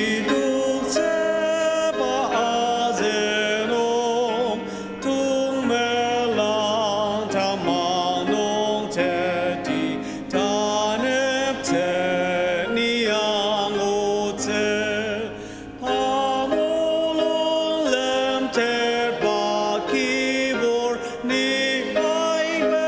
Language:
Ao Naga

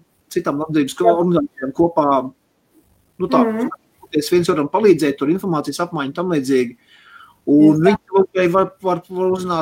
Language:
Latvian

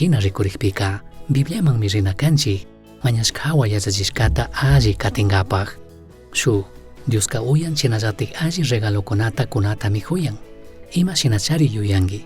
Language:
Chimborazo Highland Quichua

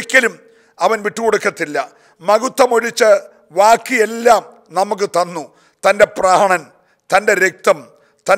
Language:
Malayalam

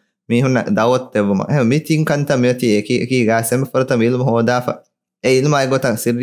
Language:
Divehi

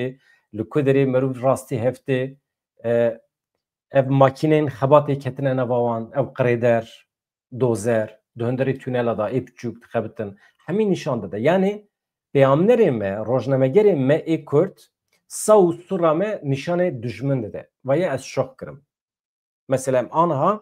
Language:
Kurdish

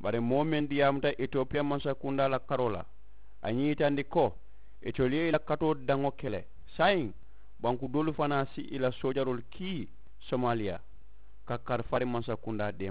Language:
Mandingo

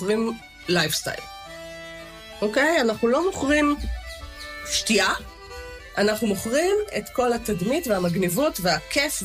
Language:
Hebrew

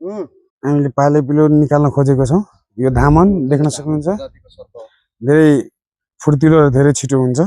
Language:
Nepali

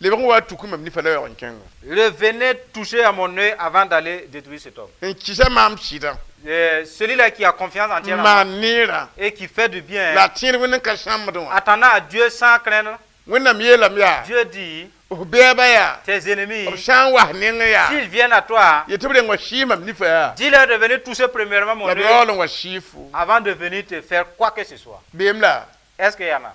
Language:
Mossi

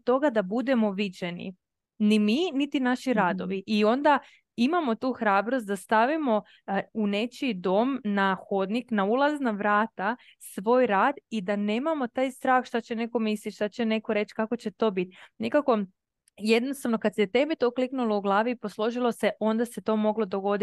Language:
Croatian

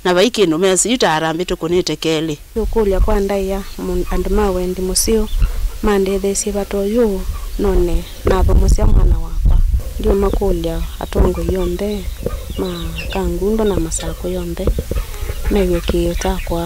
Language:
Kamba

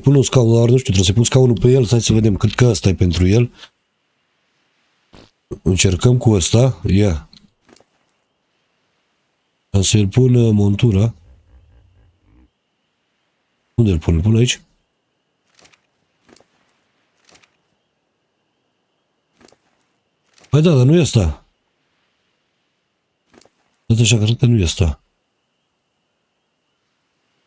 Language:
Romanian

